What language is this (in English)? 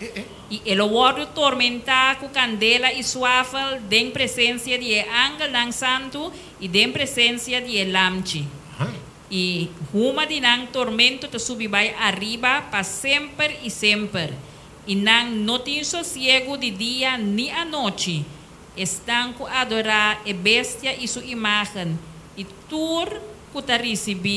Papiamento